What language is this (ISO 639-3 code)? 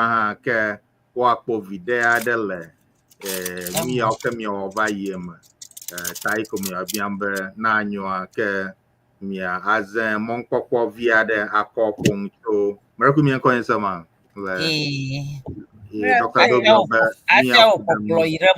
ewe